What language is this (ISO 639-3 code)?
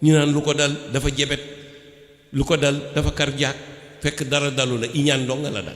wol